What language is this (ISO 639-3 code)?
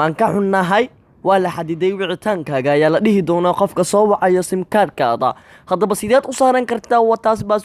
som